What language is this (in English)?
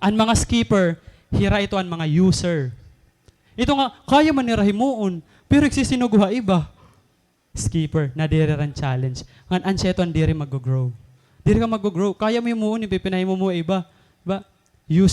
Waray